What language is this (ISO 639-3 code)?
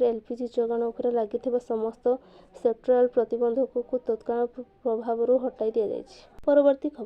ori